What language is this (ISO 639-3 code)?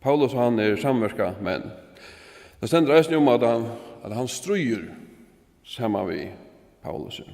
fao